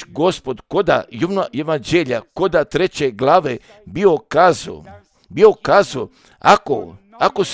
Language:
Croatian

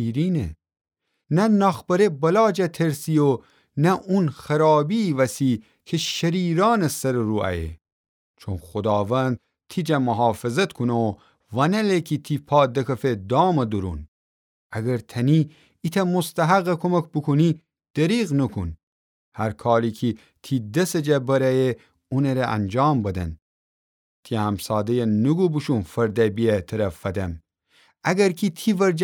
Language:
Gilaki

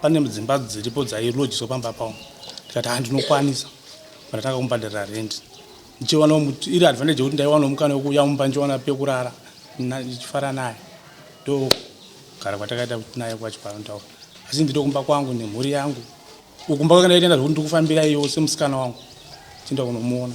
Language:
Shona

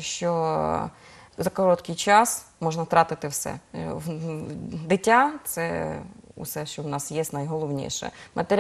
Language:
Ukrainian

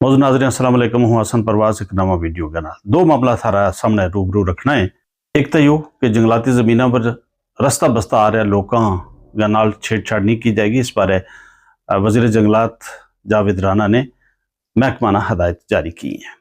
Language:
Gujari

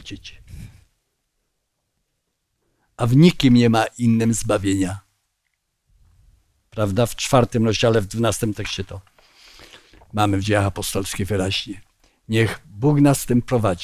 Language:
Polish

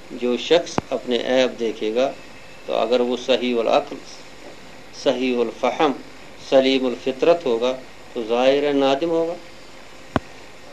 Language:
Urdu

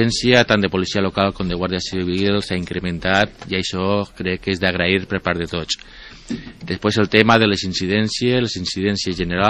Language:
Catalan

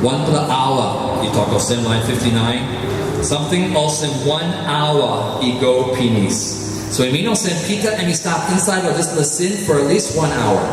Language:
Tok Pisin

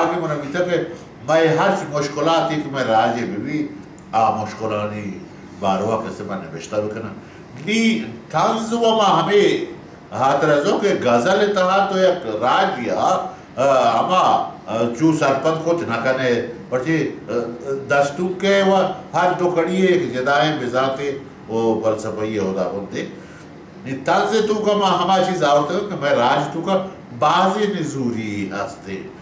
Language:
Baluchi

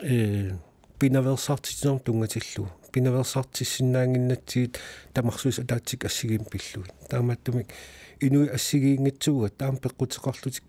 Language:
Kalaallisut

